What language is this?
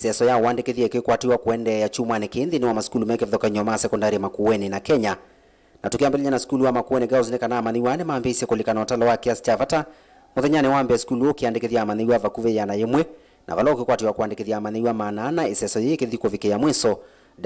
Kamba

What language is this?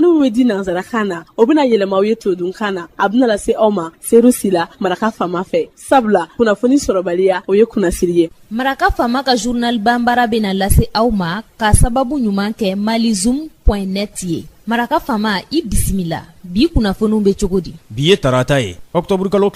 Bambara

